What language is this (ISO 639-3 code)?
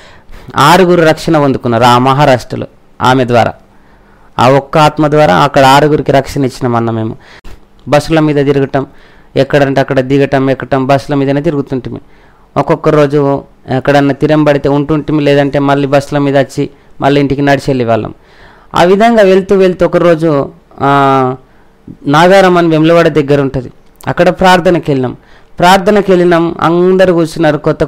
tel